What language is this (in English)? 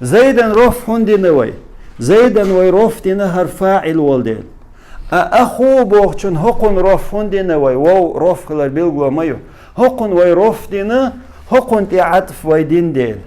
Chechen